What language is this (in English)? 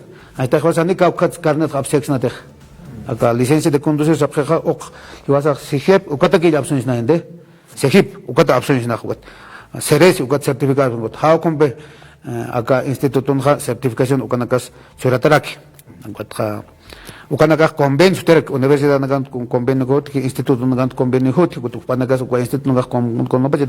Aymara